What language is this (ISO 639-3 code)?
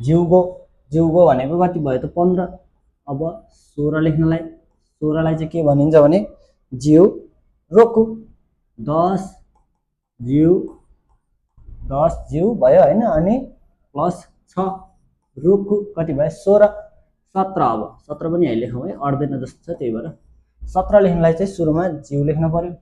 nep